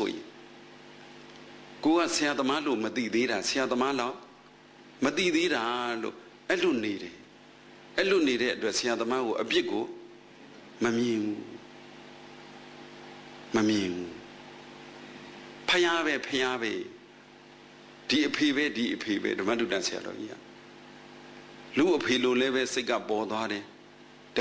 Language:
Burmese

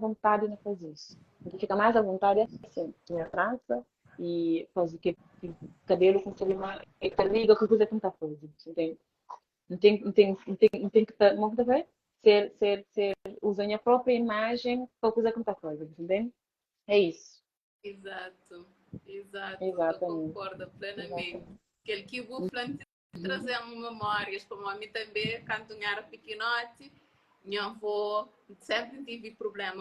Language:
Kabuverdianu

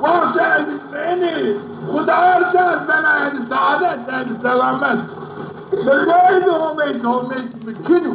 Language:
Zaza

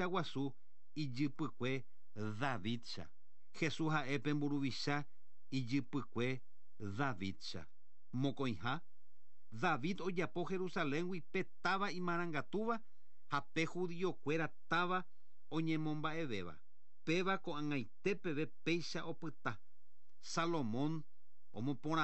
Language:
Guarani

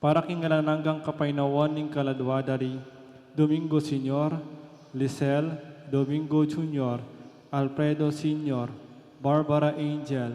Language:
Pampanga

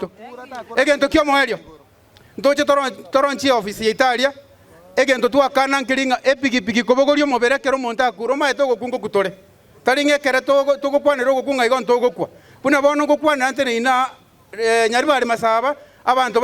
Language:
Gusii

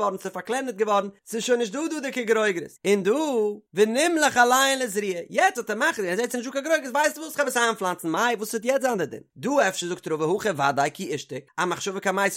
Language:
Yiddish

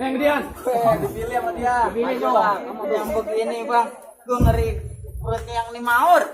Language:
Betawi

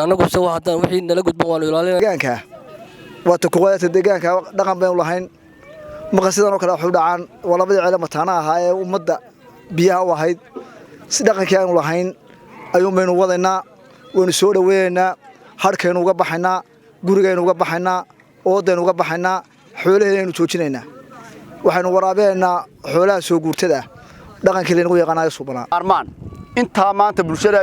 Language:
Somali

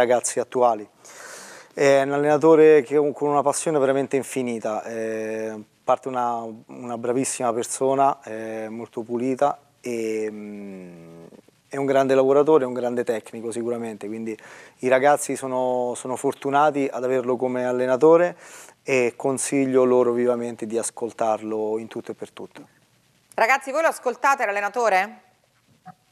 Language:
Italian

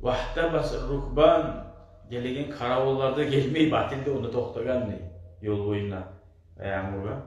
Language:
Kumyk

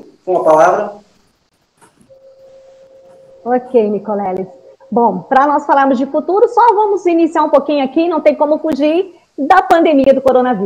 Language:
Portuguese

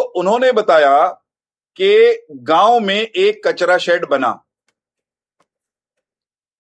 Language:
Hindi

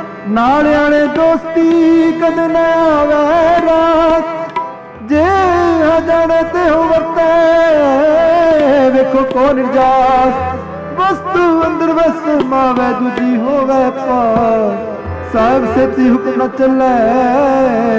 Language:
Punjabi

